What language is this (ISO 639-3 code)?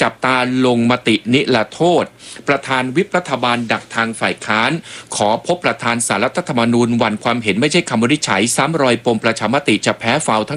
tha